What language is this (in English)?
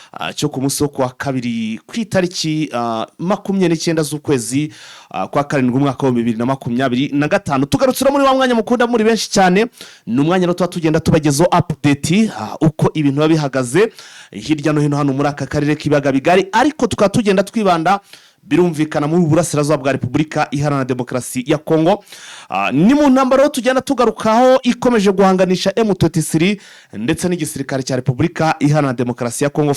Kinyarwanda